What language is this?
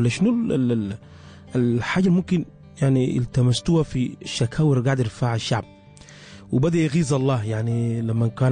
Sudanese Arabic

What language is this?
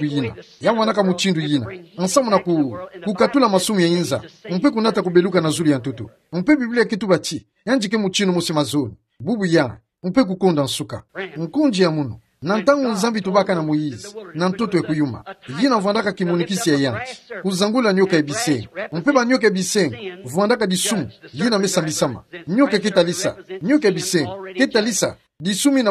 Kituba (Democratic Republic of Congo)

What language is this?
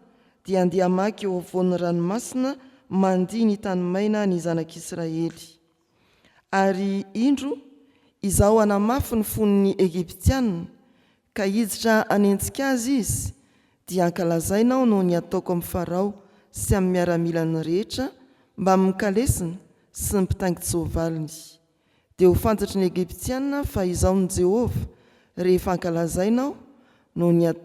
Malagasy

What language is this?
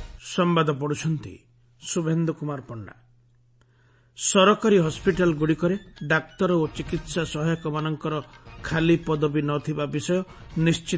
Odia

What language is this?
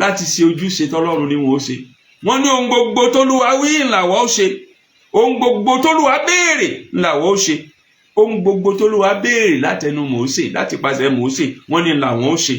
Yoruba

